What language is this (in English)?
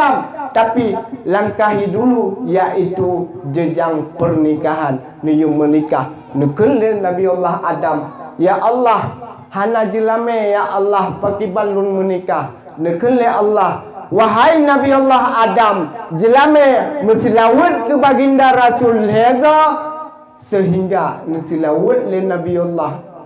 Achinese